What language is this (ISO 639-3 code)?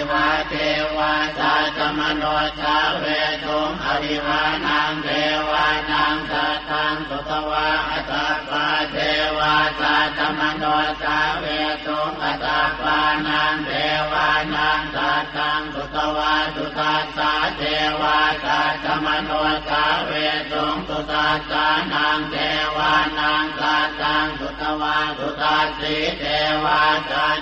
pli